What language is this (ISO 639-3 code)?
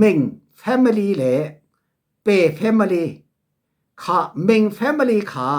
cfm